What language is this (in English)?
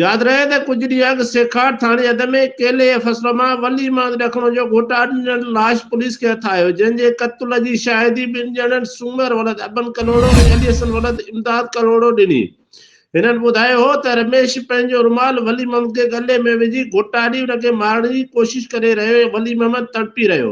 Sindhi